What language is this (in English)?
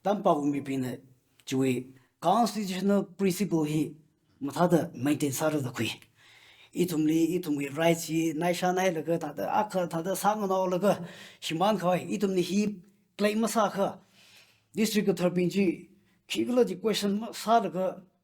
Tangkhul Naga (India)